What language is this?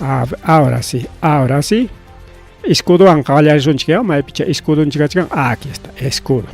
Ayacucho Quechua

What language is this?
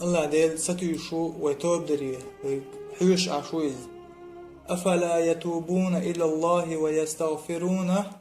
Chechen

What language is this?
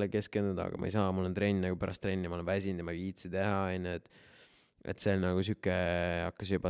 Estonian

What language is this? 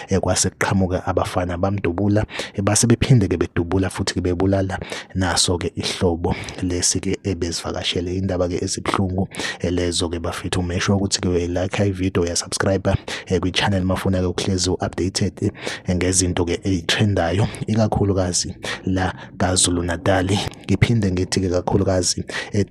Zulu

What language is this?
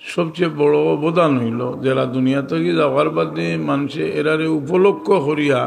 Sylheti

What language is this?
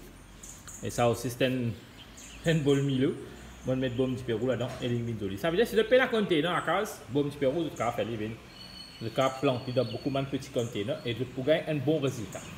Morisyen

